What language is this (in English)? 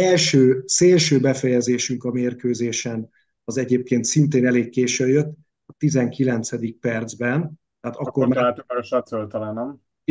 Hungarian